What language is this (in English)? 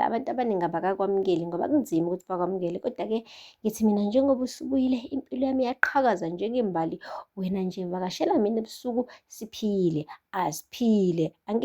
Zulu